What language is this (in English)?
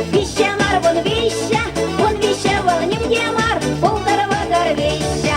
Chuvash